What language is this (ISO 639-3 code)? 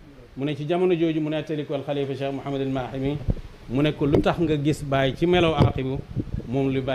wol